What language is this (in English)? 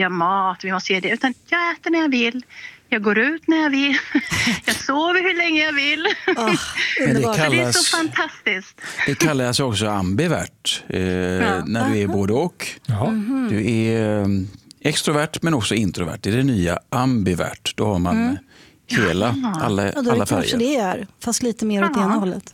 Swedish